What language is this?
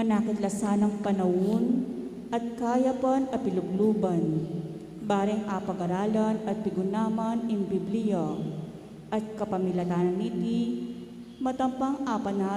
Pampanga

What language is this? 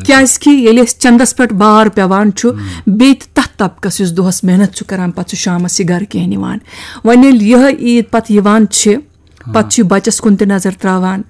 Kashmiri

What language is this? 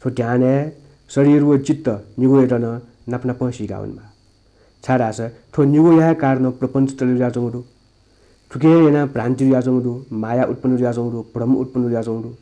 Newari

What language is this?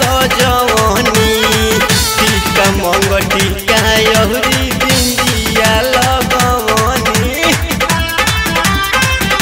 Bhojpuri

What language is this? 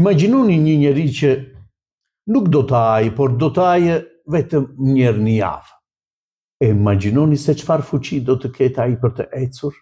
Albanian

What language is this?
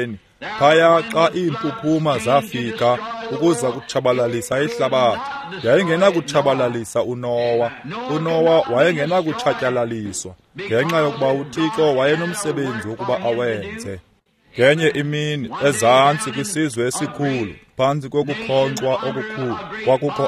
Xhosa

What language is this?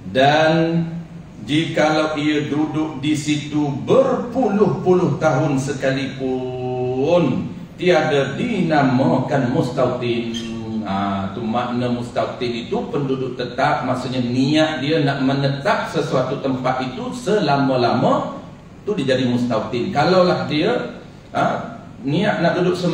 Malay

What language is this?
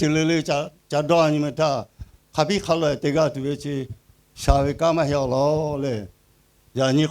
Lahu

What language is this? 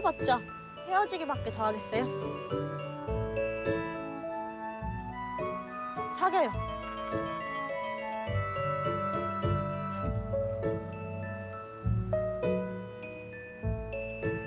Korean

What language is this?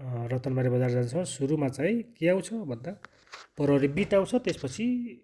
Nepali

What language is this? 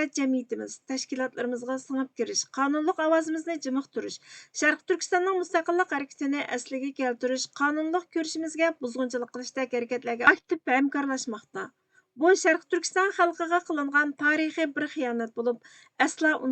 Uyghur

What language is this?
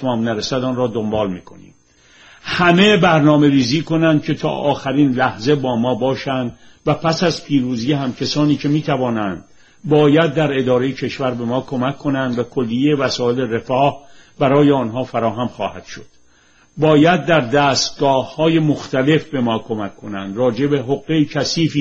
Persian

